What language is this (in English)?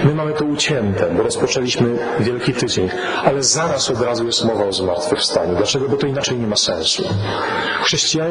Polish